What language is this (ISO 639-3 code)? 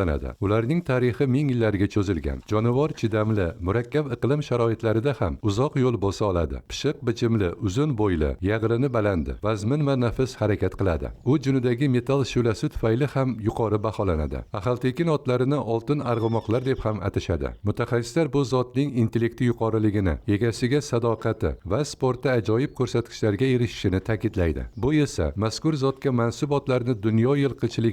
uzb